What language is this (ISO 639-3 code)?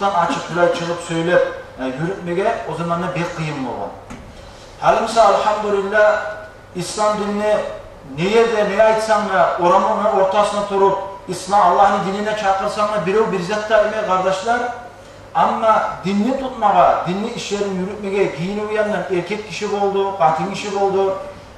kum